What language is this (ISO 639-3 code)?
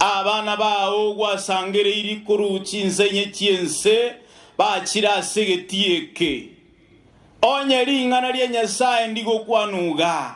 guz